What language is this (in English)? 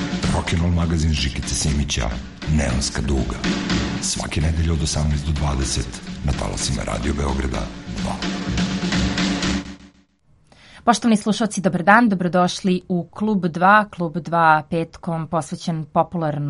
Serbian